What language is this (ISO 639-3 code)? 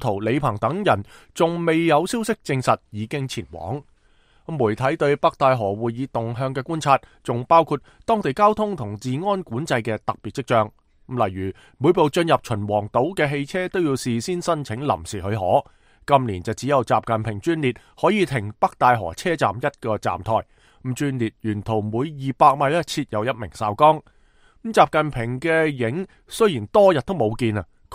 yue